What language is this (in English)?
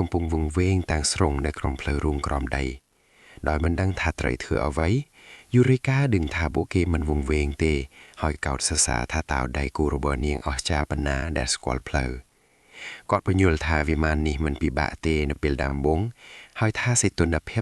Khmer